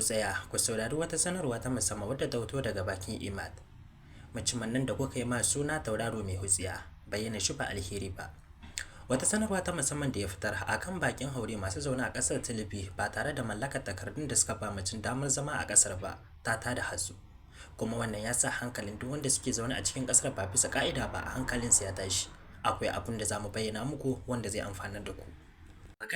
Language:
Hausa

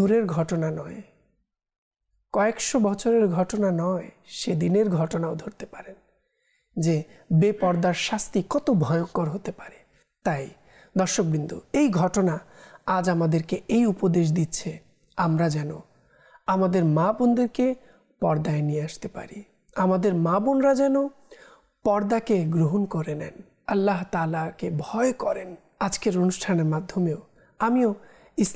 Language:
Bangla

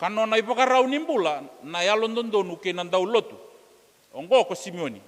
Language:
Fijian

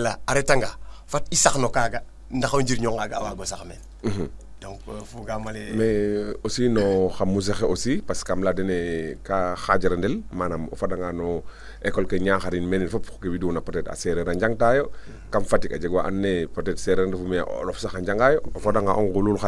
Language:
Serer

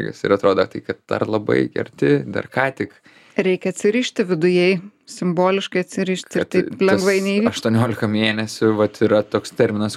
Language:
Lithuanian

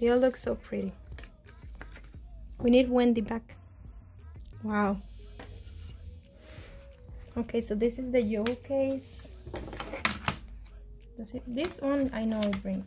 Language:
English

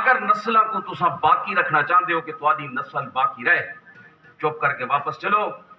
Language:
Saraiki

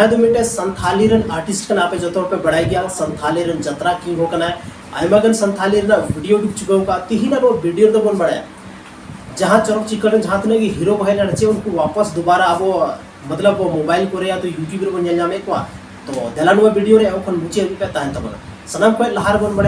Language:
Santali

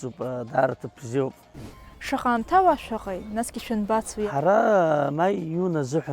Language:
Abkhazian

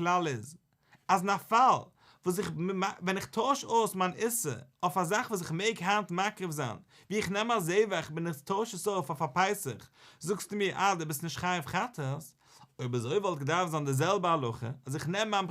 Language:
Yiddish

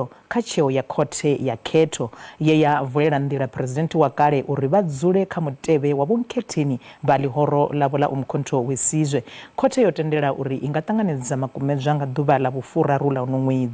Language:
Venda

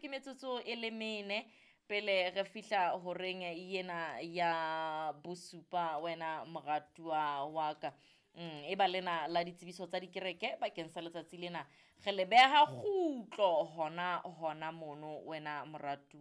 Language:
Southern Sotho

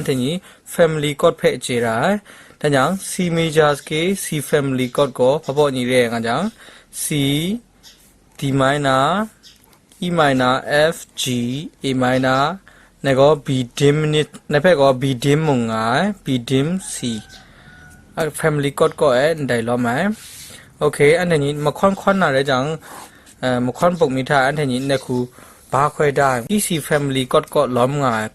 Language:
Kachin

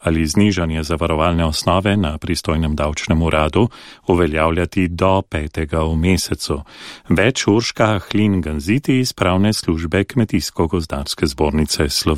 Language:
Slovenian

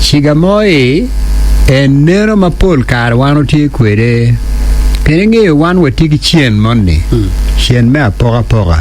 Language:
Acoli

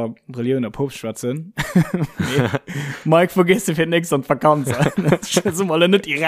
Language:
Luxembourgish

